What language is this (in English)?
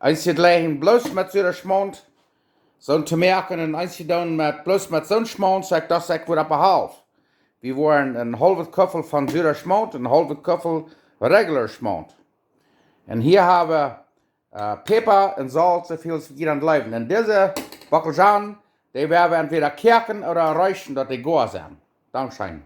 Plautdietsch